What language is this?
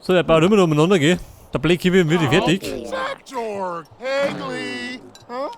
Bavarian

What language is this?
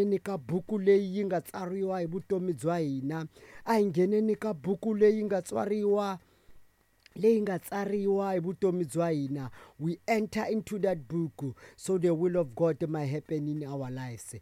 Tsonga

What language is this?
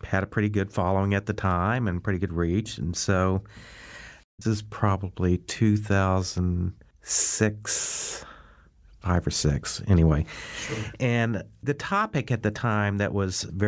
English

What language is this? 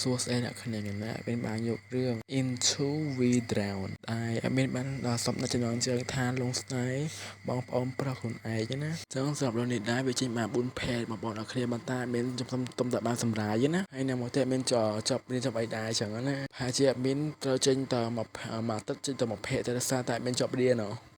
Khmer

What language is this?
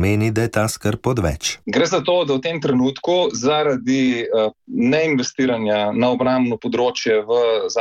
Slovenian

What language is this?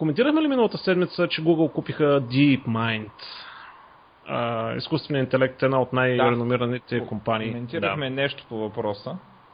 Bulgarian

